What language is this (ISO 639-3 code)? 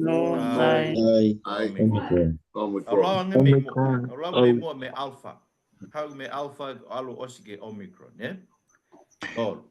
ton